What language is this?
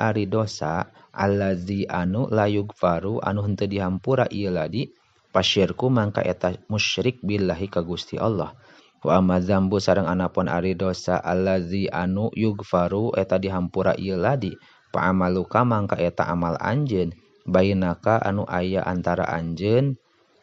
Sundanese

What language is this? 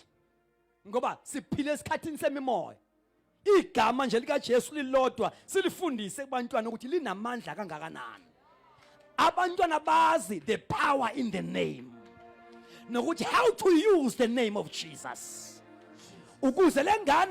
Zulu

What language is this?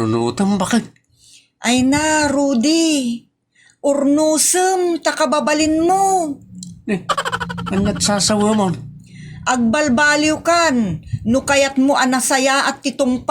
Iloko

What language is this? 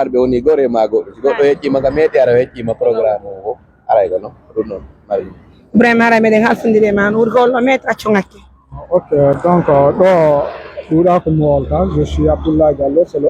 Pular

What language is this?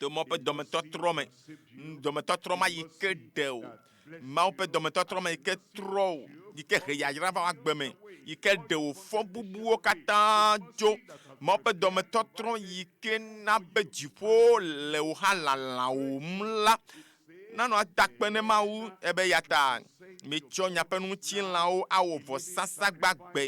Ewe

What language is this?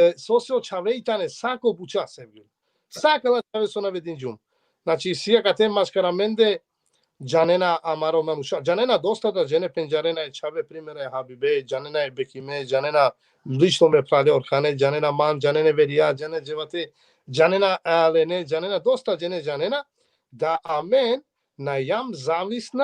Balkan Romani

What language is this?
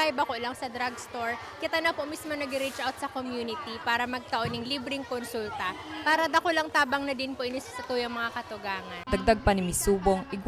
Bikol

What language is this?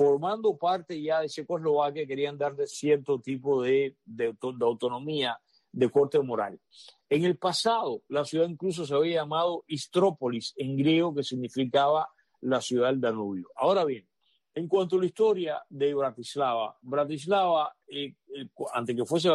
Spanish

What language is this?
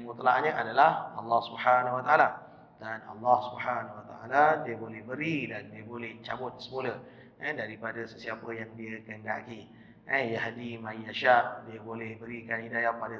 Malay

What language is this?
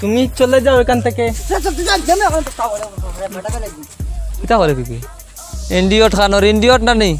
Sylheti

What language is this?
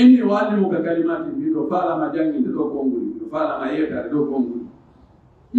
Pular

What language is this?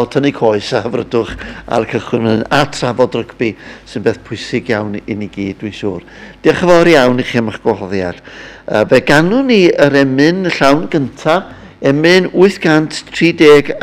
Welsh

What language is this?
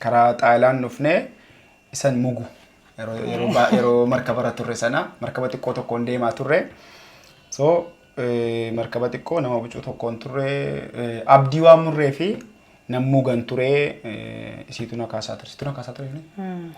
Oromo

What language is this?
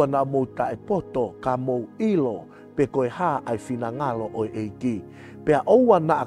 Tongan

